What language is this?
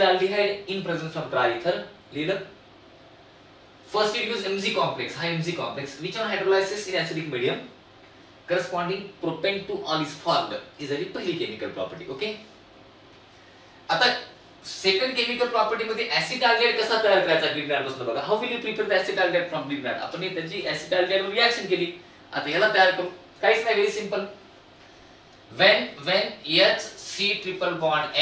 Marathi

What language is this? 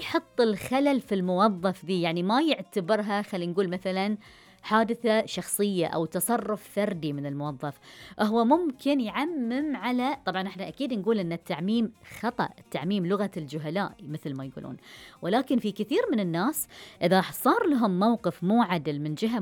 Gulf Arabic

